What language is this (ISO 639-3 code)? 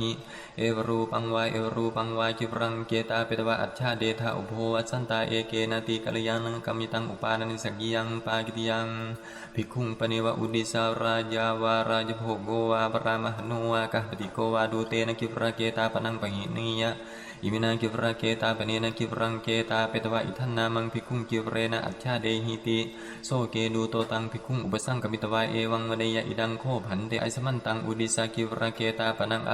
pli